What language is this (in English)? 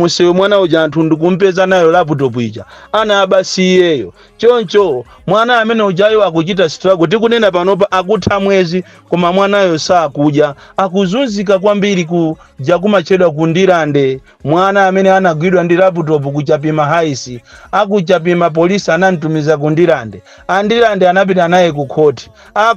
Nyanja